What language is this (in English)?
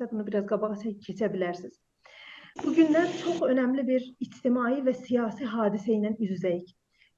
South Azerbaijani